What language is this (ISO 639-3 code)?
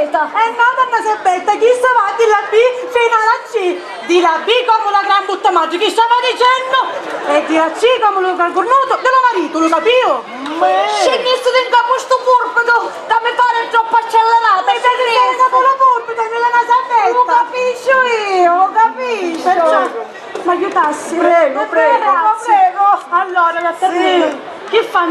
scn